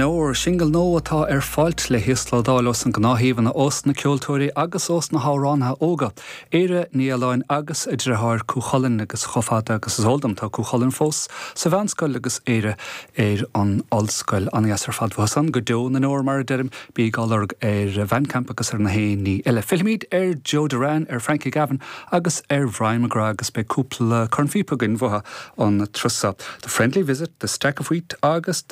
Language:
Irish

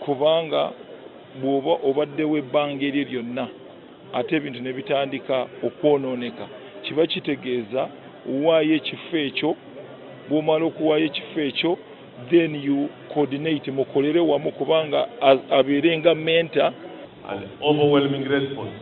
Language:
Ganda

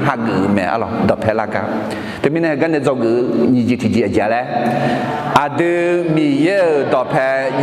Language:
Akha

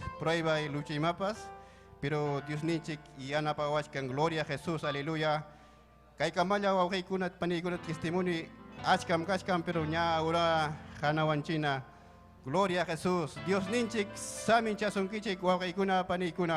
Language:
Ayacucho Quechua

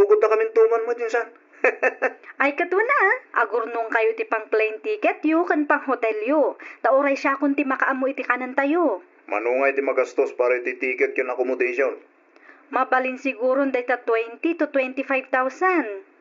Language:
Iloko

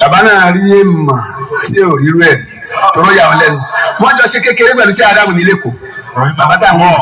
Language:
Yoruba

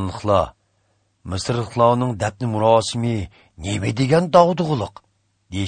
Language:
Uyghur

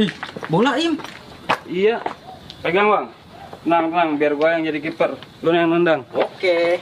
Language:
Betawi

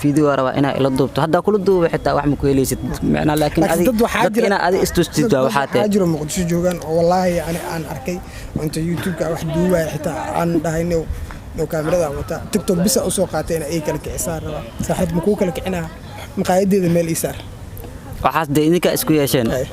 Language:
Somali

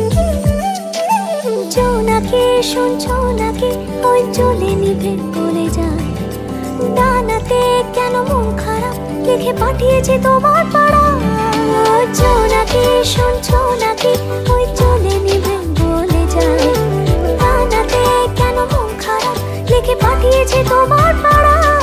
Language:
Bangla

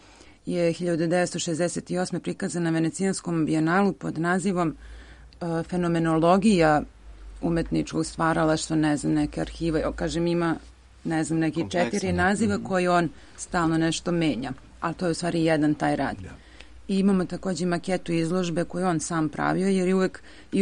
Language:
Serbian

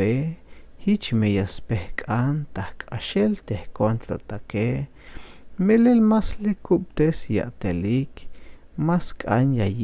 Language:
Tzeltal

